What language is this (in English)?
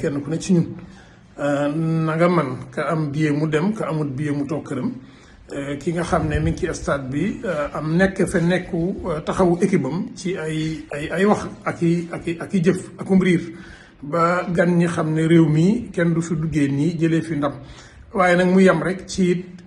Wolof